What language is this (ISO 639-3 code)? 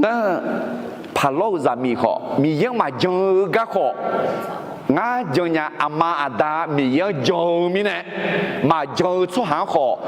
ahk